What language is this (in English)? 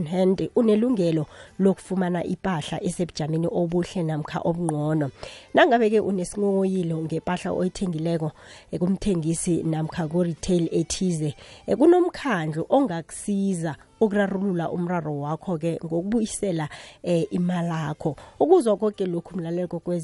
South Ndebele